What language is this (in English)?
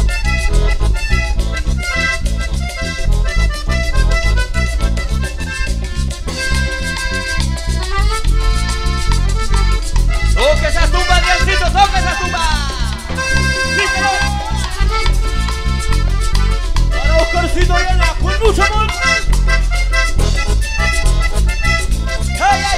Spanish